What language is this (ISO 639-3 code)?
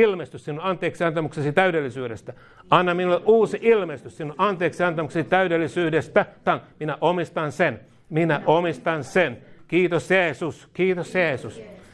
fin